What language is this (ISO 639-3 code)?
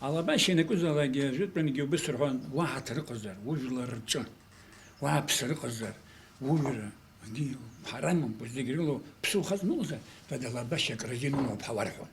abk